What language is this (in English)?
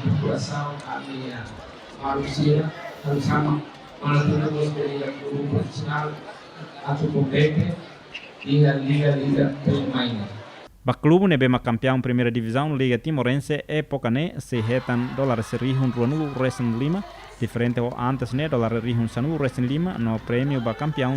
Tetum